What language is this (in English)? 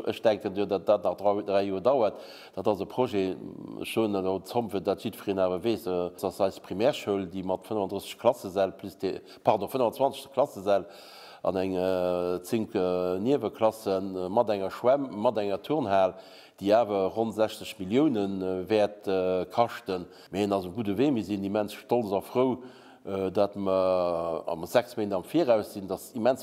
Luxembourgish